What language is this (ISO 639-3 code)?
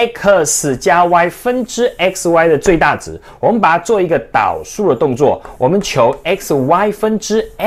zho